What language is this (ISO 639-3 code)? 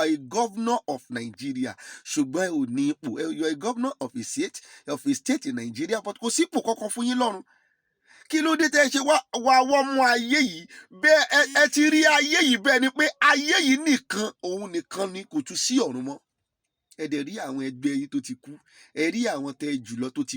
yor